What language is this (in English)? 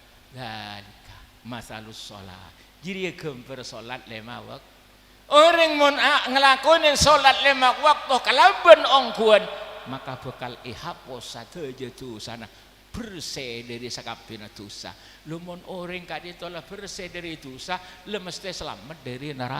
Madurese